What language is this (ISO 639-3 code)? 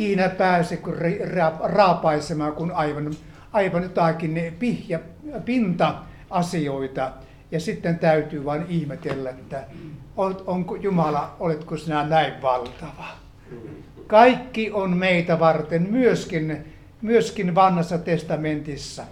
fin